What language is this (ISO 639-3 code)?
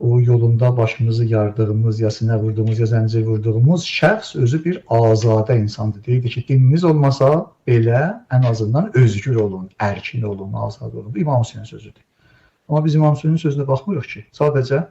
aze